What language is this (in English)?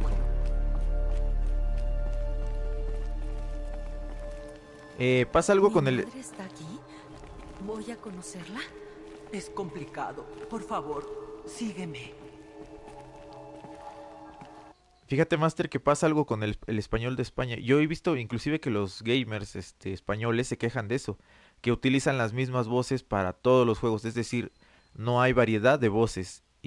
Spanish